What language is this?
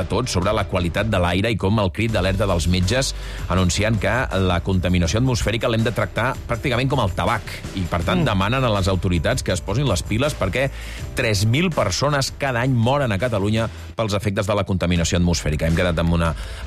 Catalan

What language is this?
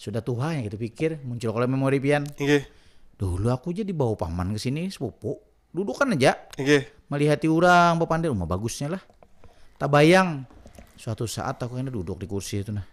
Banjar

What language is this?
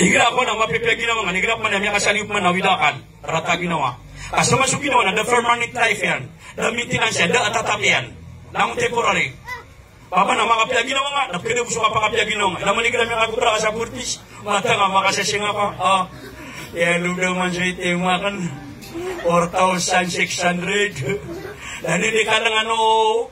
Maranao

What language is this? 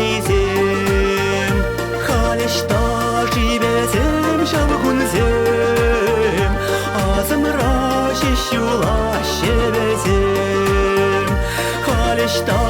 Chuvash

